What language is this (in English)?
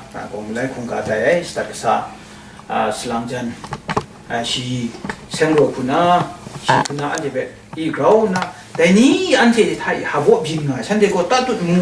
Kachin